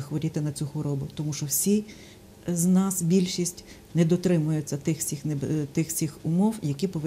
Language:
Ukrainian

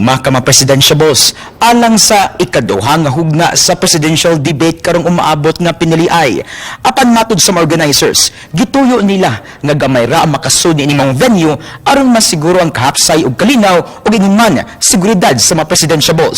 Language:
Cebuano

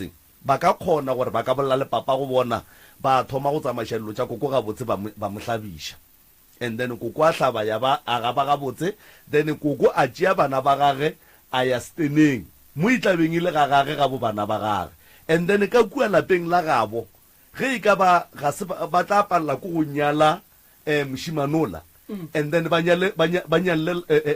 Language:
Northern Sotho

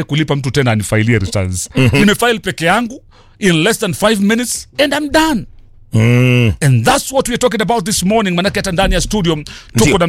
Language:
Swahili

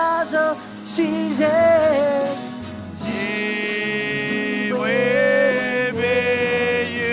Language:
Marshallese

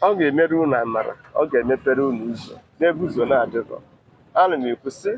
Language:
Igbo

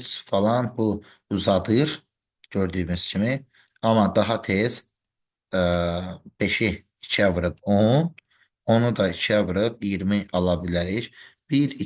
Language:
Azerbaijani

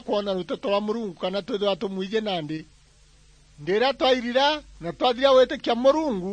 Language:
Meru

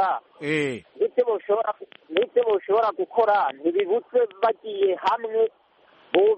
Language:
Kinyarwanda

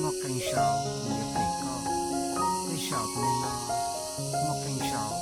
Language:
Hmong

